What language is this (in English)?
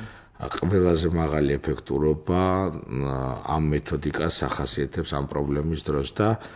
Georgian